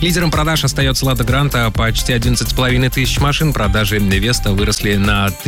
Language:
Russian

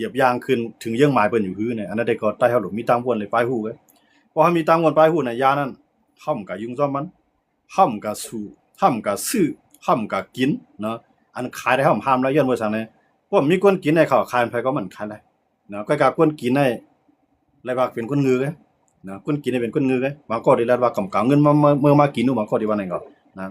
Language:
Shan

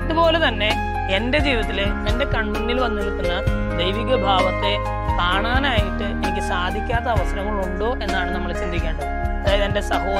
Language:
Malayalam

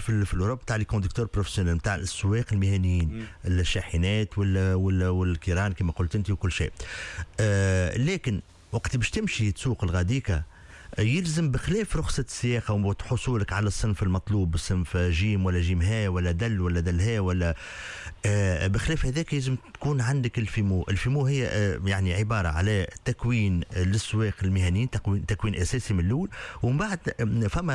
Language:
Tunisian Arabic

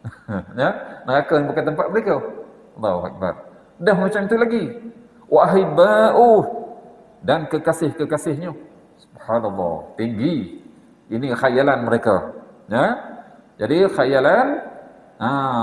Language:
Malay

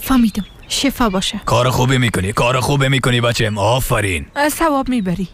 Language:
Persian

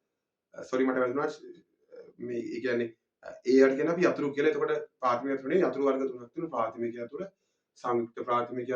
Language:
Sinhala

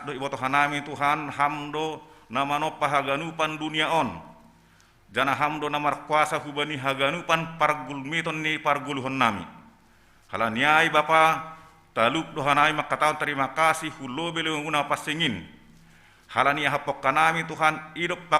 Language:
Batak Simalungun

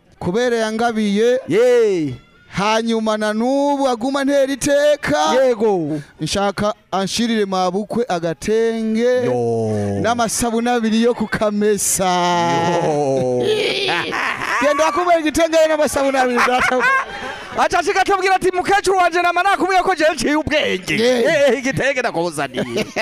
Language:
Rundi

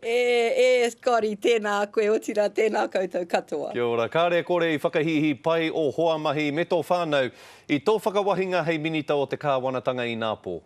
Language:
Māori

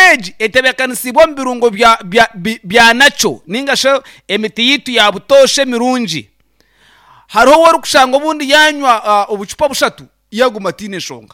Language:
Nyankole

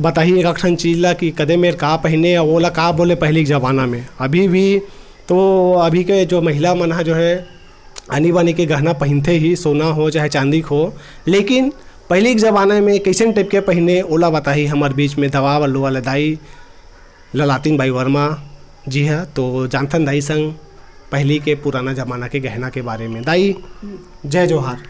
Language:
Chhattisgarhi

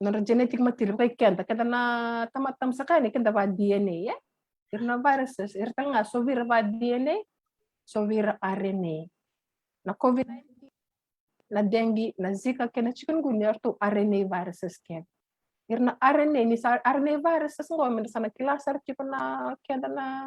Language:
Fijian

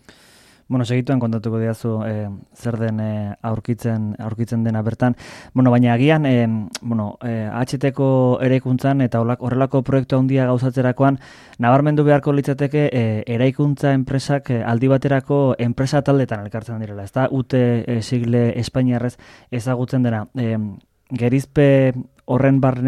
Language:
Basque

